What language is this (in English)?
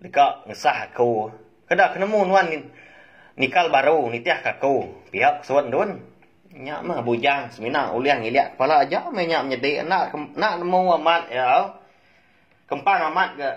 Iban